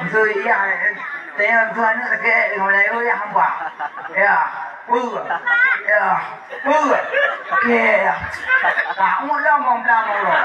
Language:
Achinese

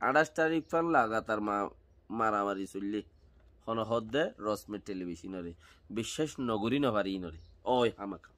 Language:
Rohingya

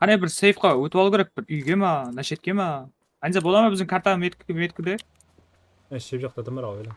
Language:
Kara-Kalpak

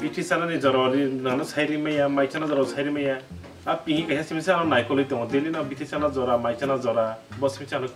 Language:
Kok Borok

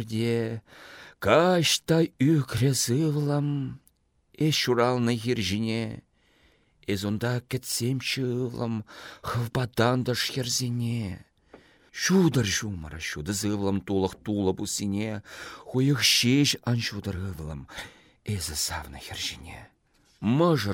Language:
Chuvash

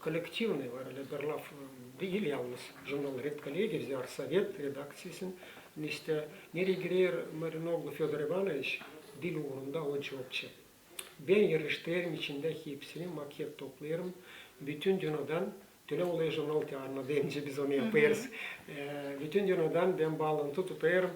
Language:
Gagauz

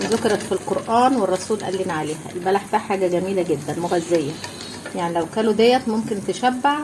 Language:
Egyptian Arabic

